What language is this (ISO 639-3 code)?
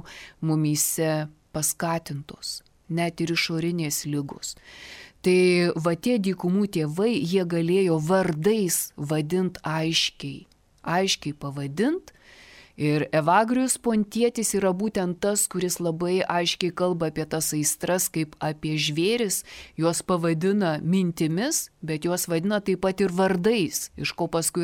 lit